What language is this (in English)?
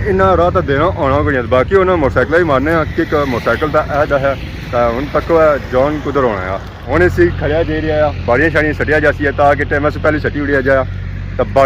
Pahari-Potwari